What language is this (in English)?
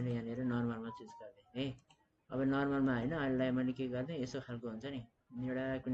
Nepali